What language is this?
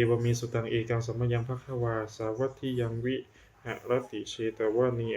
Pali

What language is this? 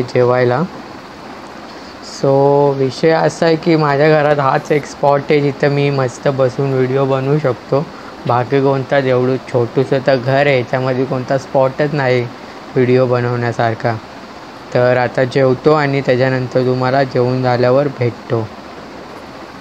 Marathi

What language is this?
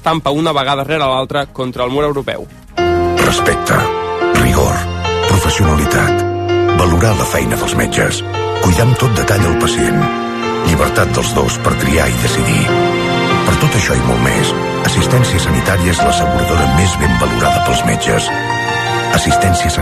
Catalan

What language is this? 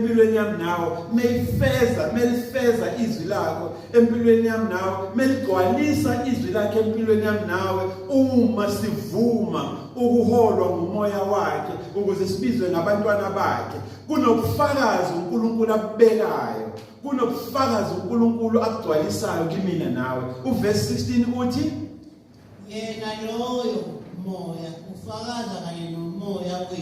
Zulu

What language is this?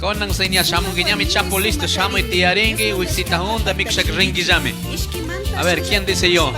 Chimborazo Highland Quichua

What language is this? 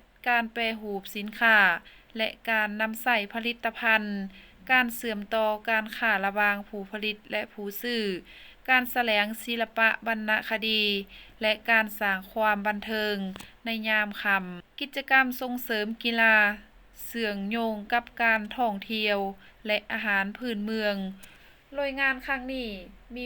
Lao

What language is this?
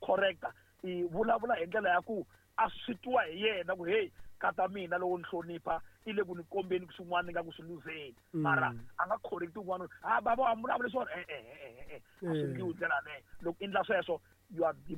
Tsonga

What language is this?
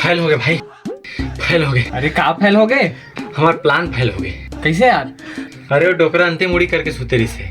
Chhattisgarhi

